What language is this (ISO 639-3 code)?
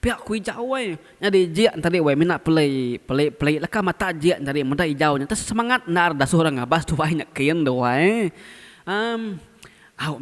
iba